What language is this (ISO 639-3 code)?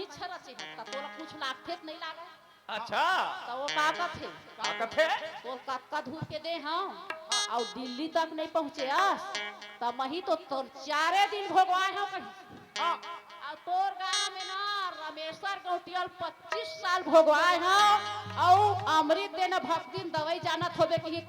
hne